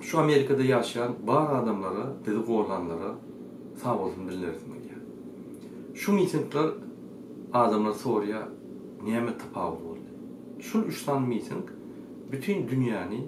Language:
Turkmen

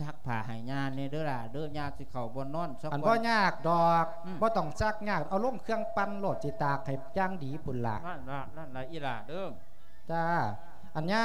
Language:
Lao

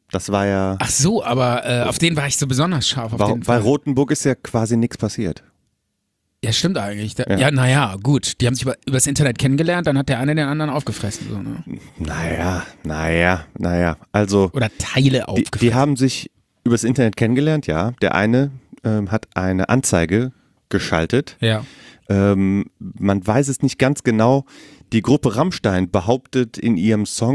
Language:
German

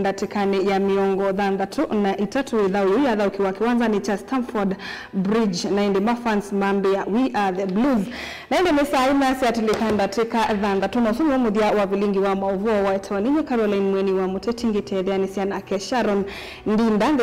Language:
Kamba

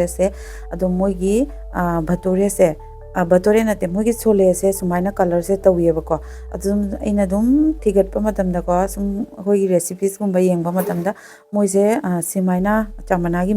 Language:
Manipuri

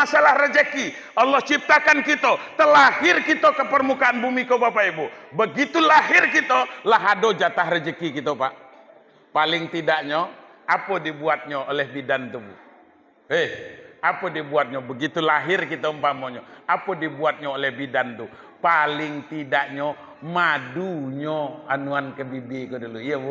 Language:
Minangkabau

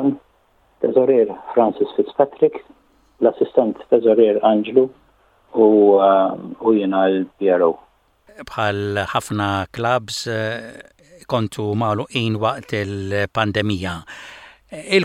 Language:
Maltese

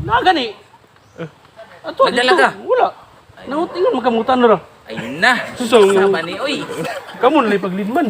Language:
Cebuano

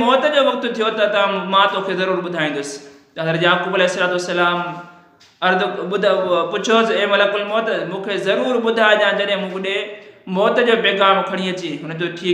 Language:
Sindhi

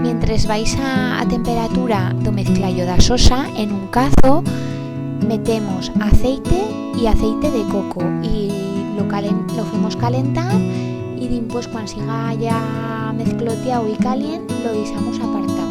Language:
Aragonese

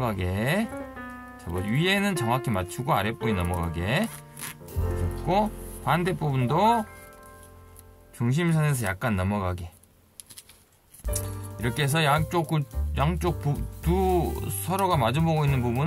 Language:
Korean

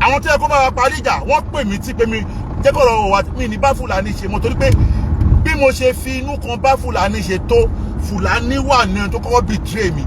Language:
Yoruba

